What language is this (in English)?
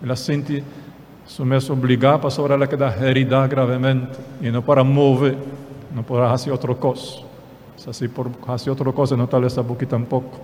Papiamento